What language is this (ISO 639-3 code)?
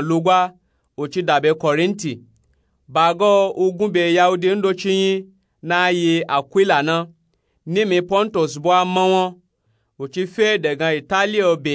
nup